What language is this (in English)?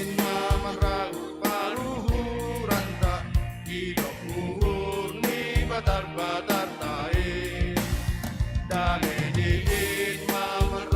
Batak Simalungun